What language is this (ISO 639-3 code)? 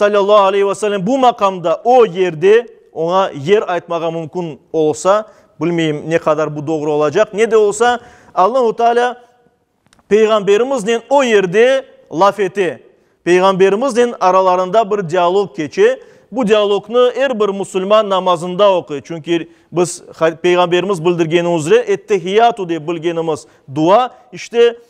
crh